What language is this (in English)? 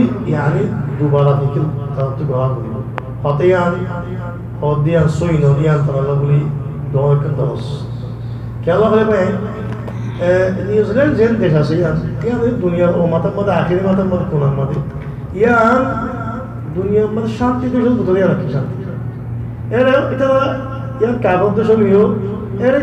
Rohingya